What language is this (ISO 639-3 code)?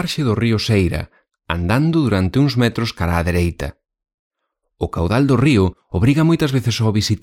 glg